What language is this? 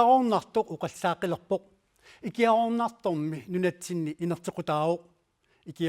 Kalaallisut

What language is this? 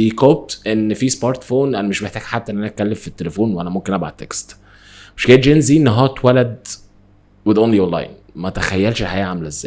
Egyptian Arabic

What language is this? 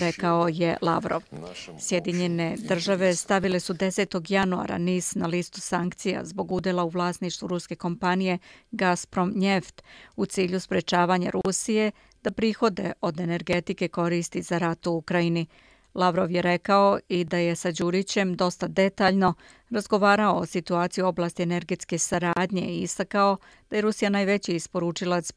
Serbian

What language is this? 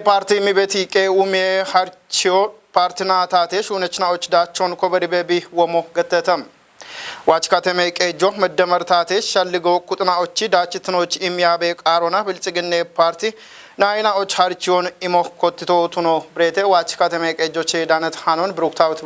Kafa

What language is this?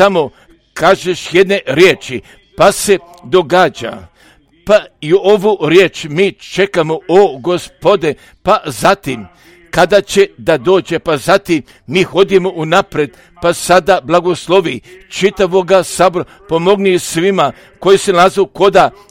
Serbian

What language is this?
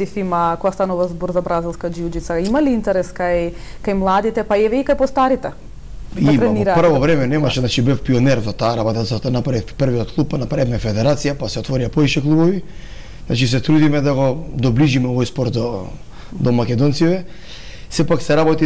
Macedonian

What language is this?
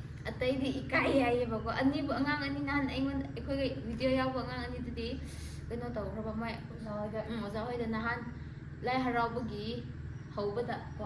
Manipuri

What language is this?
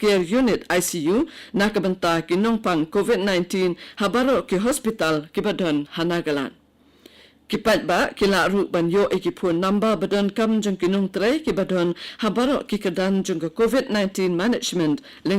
Khasi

